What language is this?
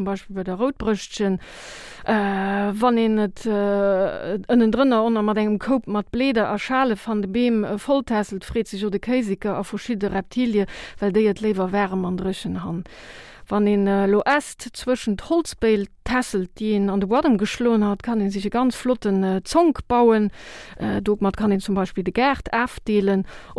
Luxembourgish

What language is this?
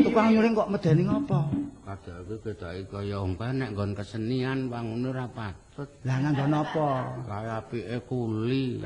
Javanese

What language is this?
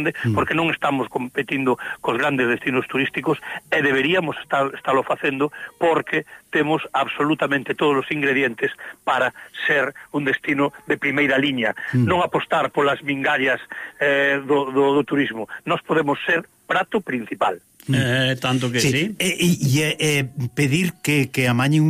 Galician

